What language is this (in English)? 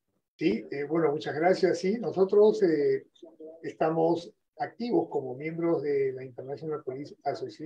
Spanish